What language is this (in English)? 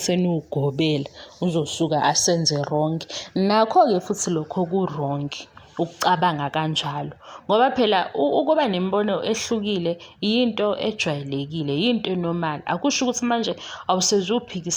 Zulu